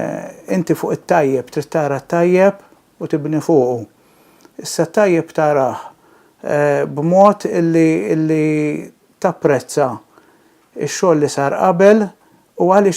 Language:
Maltese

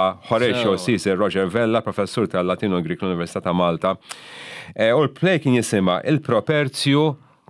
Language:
Maltese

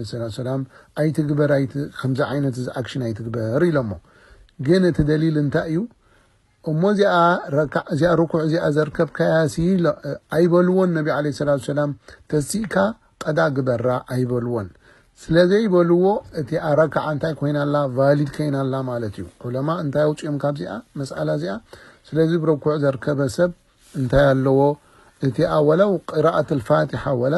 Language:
Tigrinya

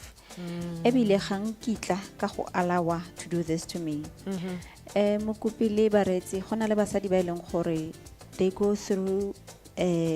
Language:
Tswana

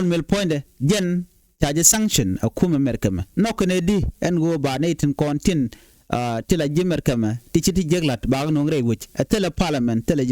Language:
Nuer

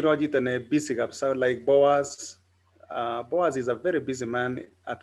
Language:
Kalenjin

